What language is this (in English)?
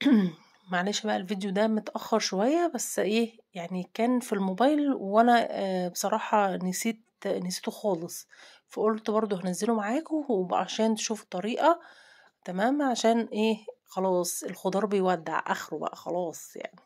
Egyptian Arabic